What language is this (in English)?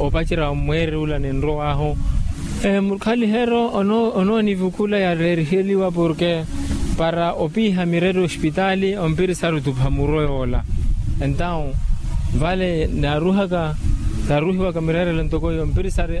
Makhuwa